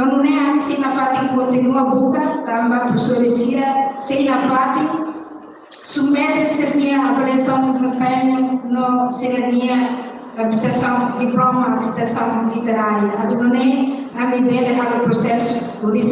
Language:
Tetum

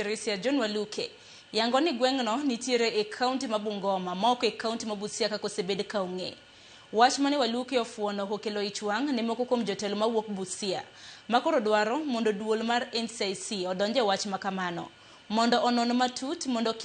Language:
Luo (Kenya and Tanzania)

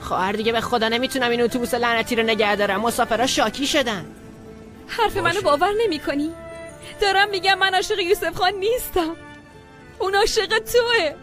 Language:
Persian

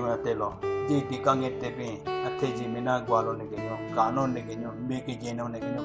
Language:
Southern Rengma Naga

